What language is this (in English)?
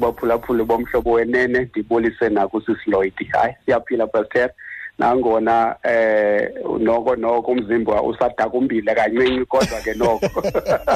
Xhosa